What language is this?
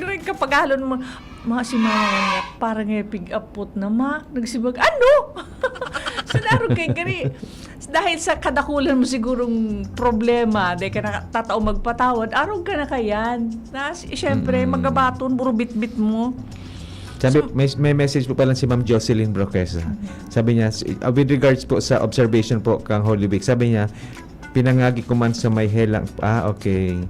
Bikol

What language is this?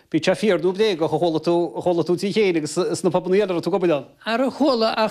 Irish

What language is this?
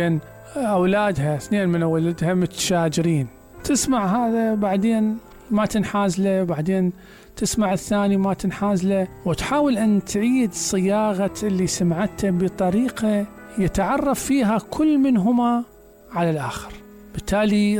Mesopotamian Arabic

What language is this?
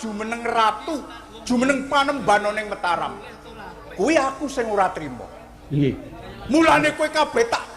Javanese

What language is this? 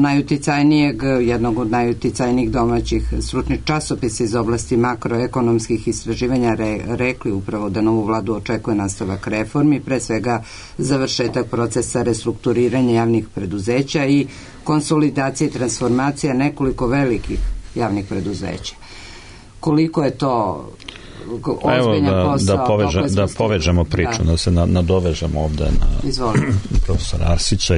Serbian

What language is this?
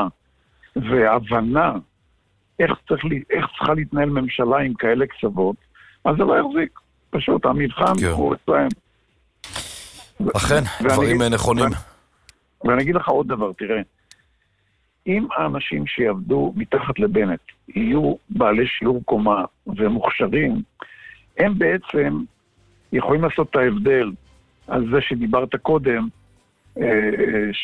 Hebrew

